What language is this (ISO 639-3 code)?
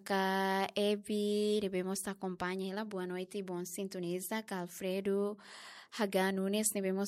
tet